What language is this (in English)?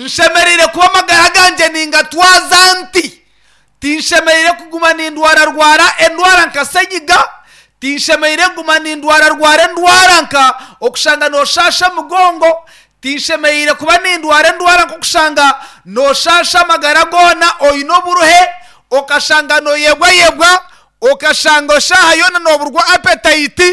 Nyankole